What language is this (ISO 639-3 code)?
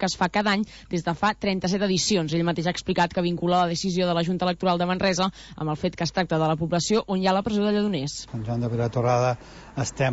cat